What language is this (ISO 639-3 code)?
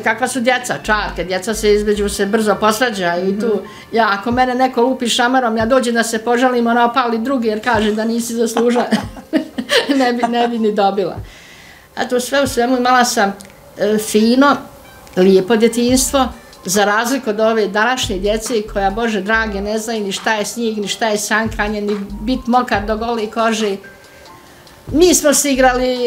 bos